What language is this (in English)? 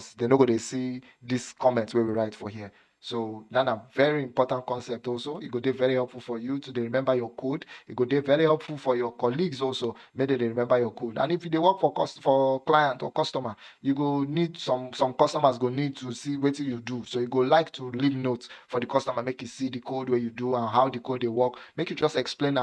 Nigerian Pidgin